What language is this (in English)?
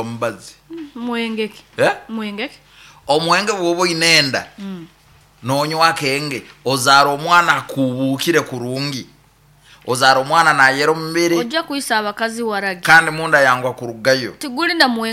Nyoro